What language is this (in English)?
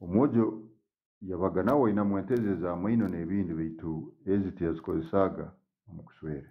Tooro